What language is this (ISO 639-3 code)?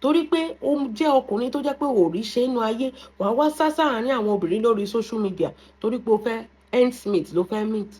yor